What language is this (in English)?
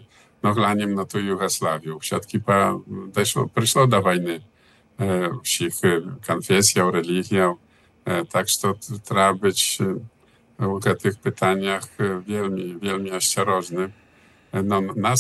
Belarusian